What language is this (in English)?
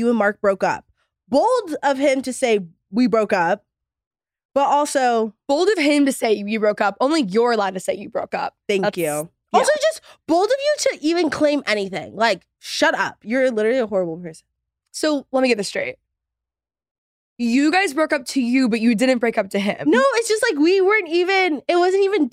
English